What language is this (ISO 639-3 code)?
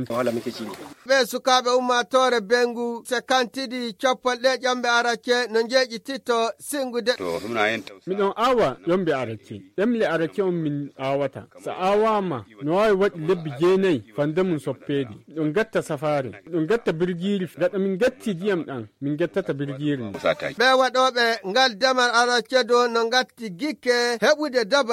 ful